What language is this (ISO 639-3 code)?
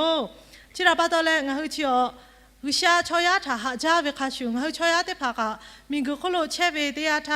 lhu